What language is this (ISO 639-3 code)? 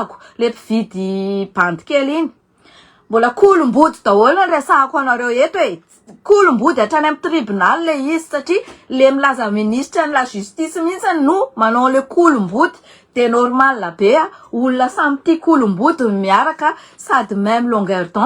mlg